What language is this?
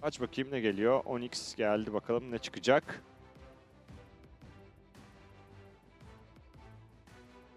Turkish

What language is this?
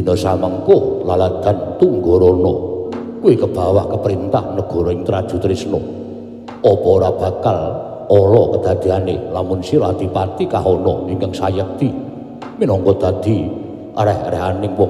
Javanese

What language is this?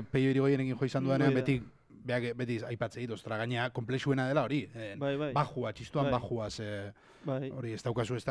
Basque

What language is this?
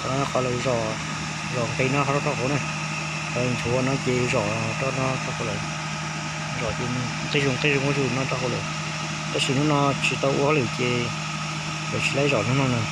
Hmong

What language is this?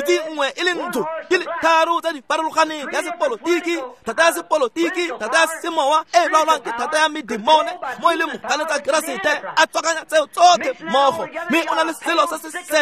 Tswana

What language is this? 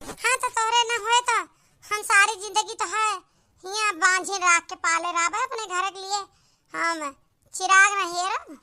Awadhi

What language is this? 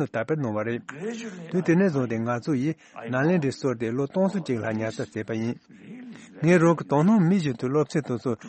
Tibetan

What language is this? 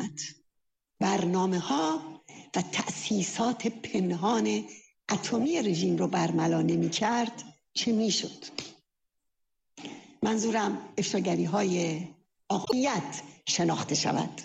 Persian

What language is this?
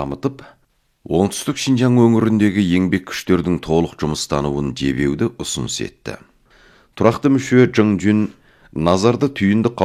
Kazakh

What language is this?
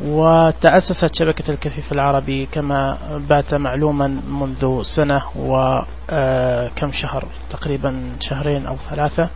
Najdi Arabic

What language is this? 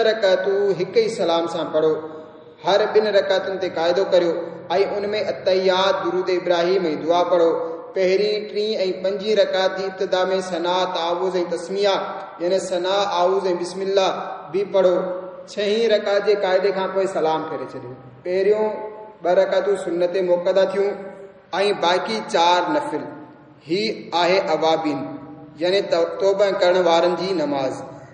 Sindhi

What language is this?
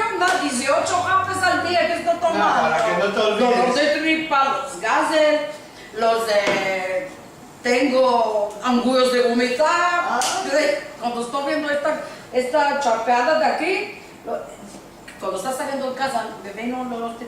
Ladino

